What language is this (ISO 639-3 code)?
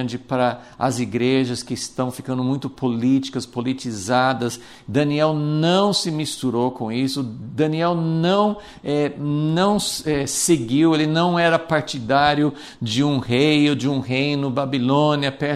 por